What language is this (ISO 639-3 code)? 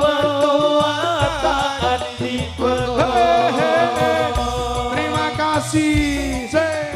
mad